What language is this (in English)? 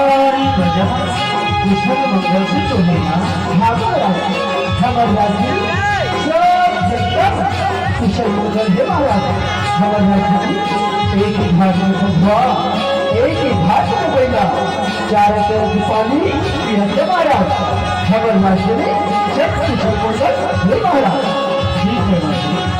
Chhattisgarhi